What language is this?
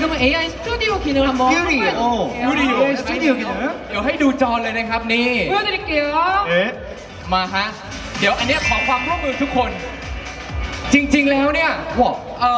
Thai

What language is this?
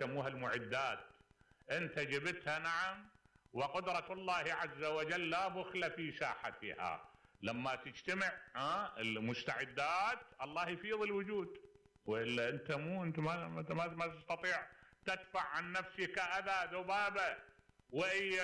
Mesopotamian Arabic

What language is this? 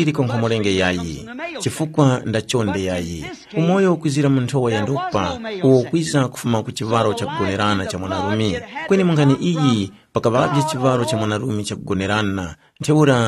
Tumbuka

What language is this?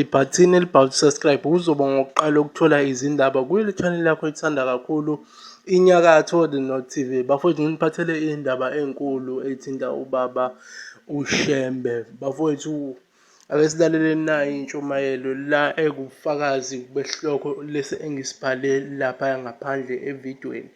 Zulu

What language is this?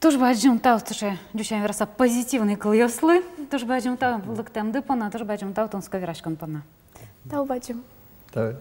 Udmurt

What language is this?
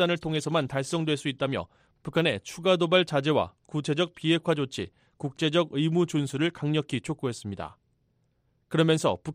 Korean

